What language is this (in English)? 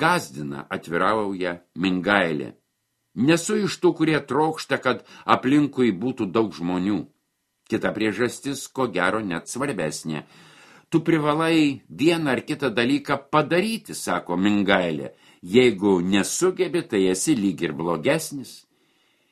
Lithuanian